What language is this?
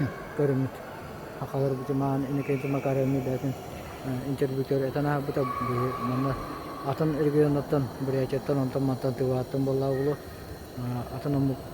Yakut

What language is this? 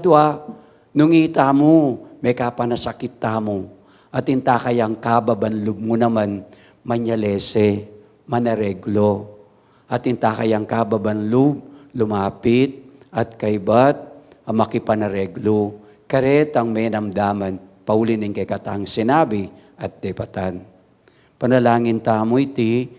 Pampanga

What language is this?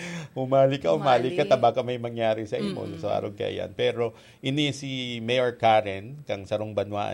Bikol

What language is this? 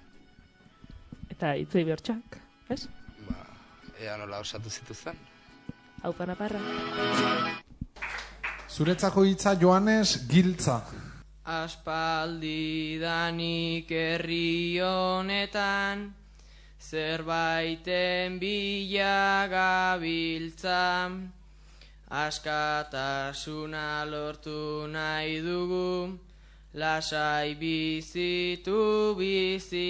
Basque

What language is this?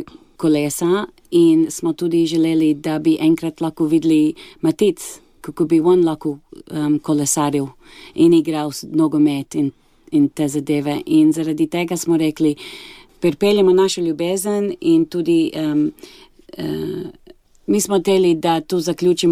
Slovenian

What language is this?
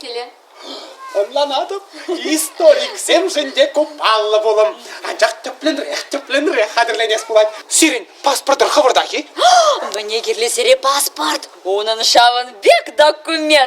Chuvash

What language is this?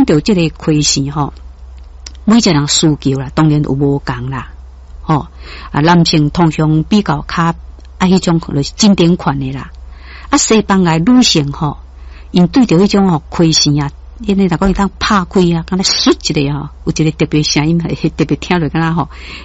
Min Nan Chinese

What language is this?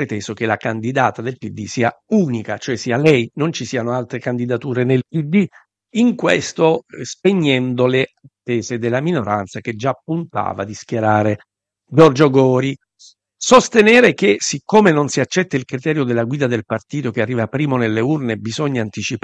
Italian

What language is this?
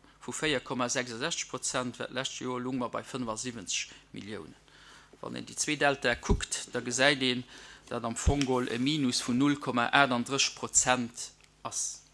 Luxembourgish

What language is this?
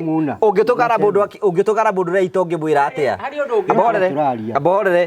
Kikuyu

